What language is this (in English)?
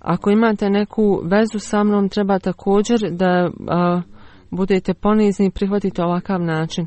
Bosnian